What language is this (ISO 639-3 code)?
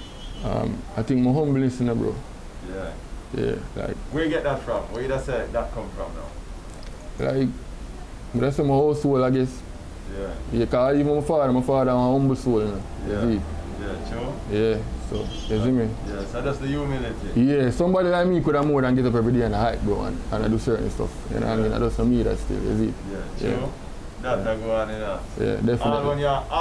jam